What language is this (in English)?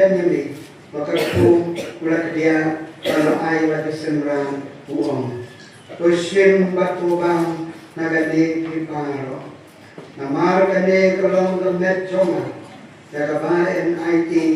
Khasi